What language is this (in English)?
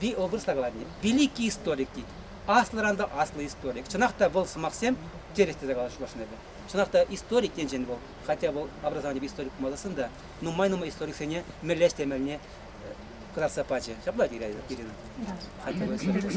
Chuvash